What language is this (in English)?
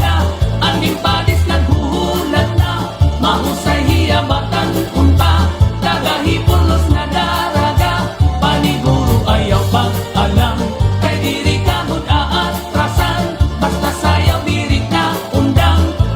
Waray